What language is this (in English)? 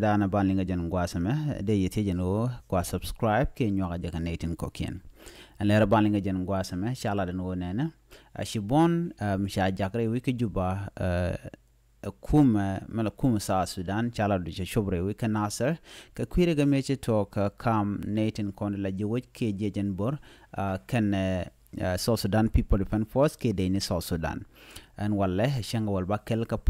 Nuer